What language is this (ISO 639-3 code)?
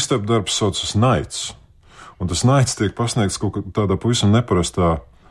lav